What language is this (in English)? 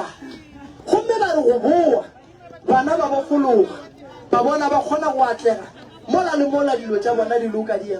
Northern Sotho